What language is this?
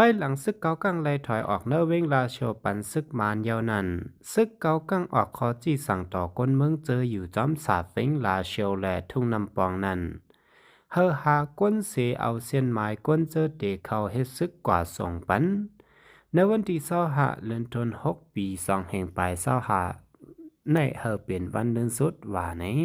Shan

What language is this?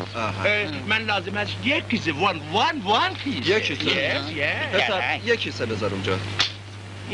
Persian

